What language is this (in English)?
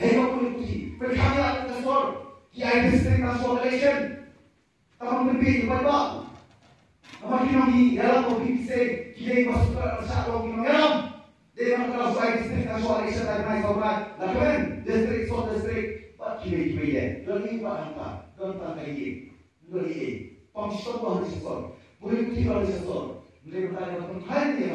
Khasi